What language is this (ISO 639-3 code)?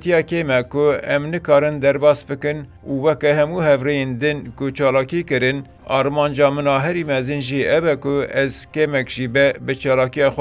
kur